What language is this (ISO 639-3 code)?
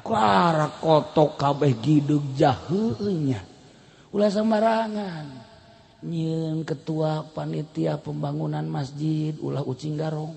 sun